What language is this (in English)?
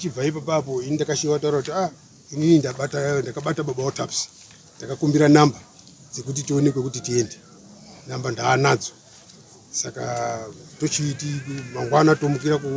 Shona